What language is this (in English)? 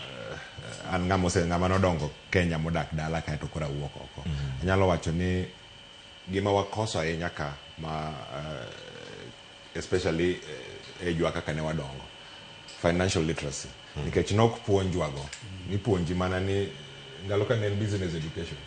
Luo (Kenya and Tanzania)